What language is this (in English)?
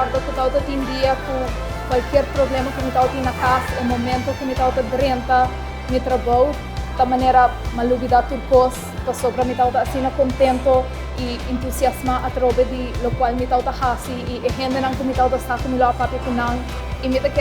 Papiamento